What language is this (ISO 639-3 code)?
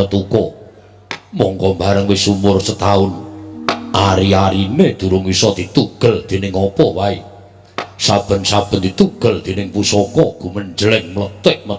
jav